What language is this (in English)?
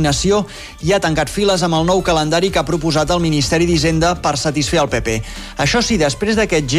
Catalan